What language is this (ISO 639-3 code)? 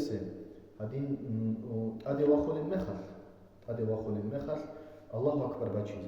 ava